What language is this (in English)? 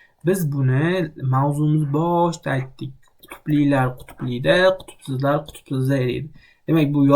Uzbek